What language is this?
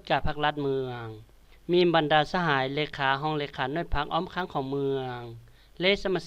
Lao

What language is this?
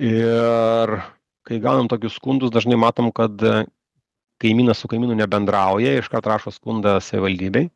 Lithuanian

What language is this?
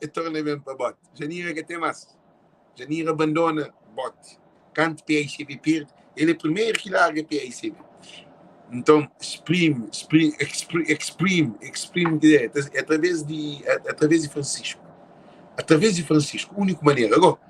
Kabuverdianu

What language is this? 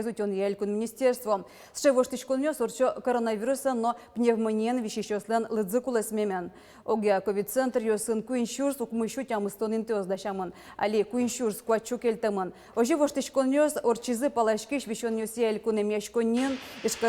Udmurt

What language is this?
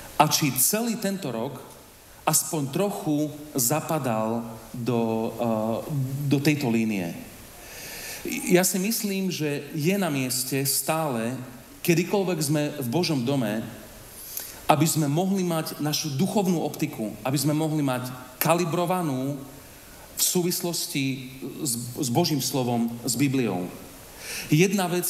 Slovak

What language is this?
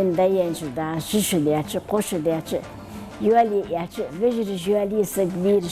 Ingush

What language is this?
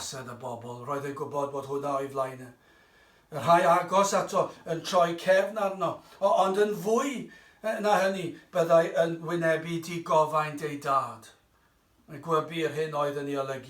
Welsh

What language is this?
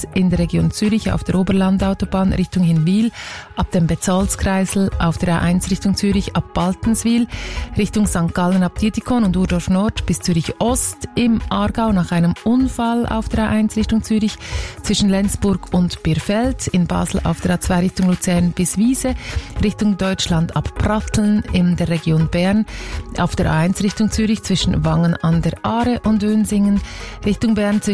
German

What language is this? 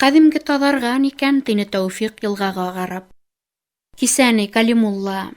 Bashkir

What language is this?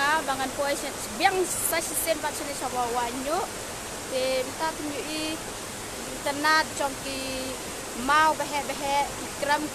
Khasi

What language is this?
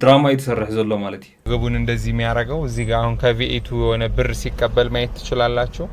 Tigrinya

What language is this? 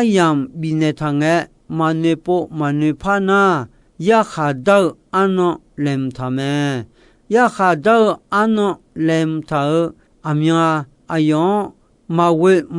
Akha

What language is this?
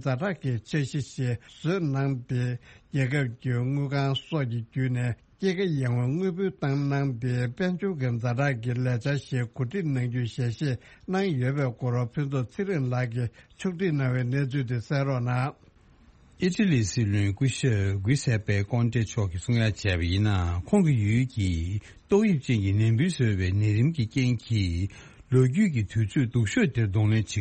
Tibetan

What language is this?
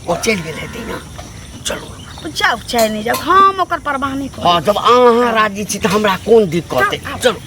Maithili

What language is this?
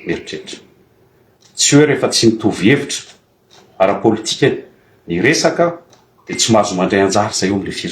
Malagasy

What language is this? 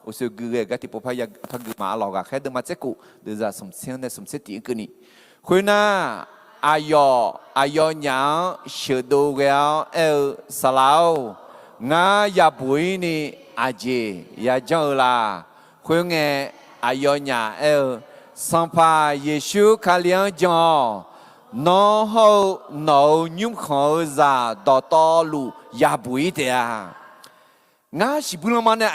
Akha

